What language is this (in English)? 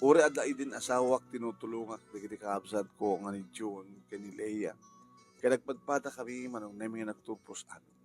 Iloko